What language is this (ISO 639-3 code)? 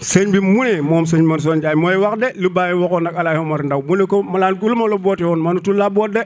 wol